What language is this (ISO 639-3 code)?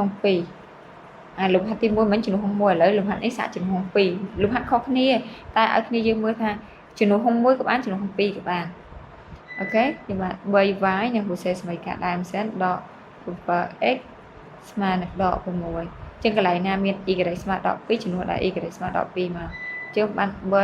khm